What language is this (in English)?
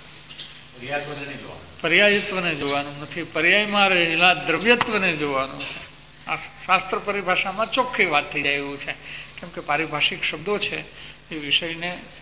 Gujarati